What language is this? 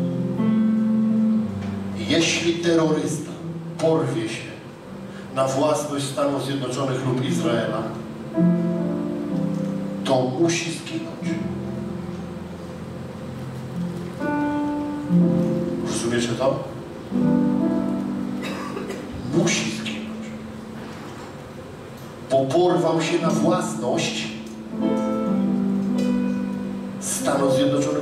Polish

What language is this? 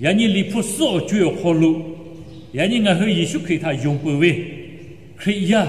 Lahu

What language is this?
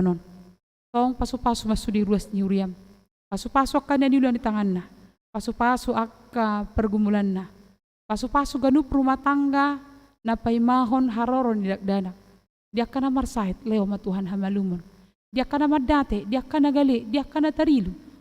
Batak Toba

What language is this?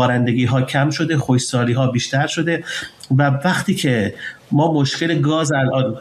Persian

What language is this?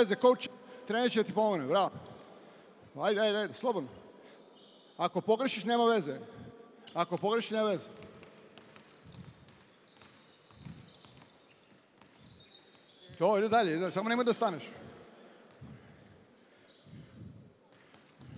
Serbian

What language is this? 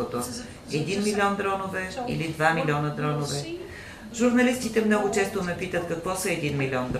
Bulgarian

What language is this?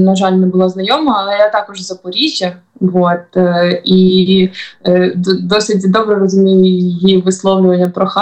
Ukrainian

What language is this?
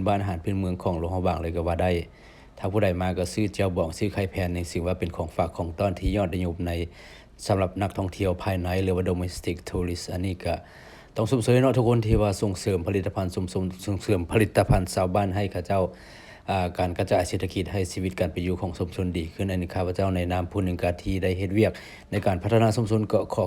Lao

